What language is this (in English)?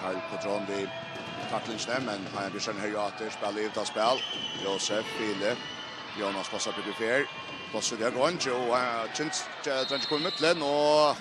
Faroese